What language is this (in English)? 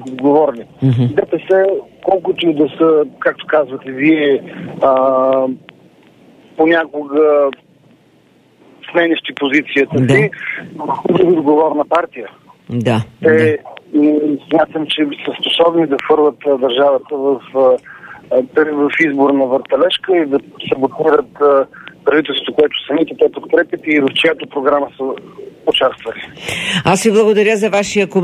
Bulgarian